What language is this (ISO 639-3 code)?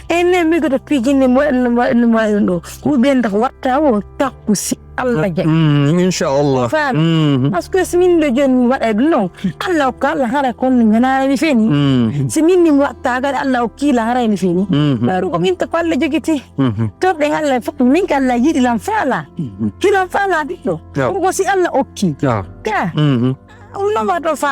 ful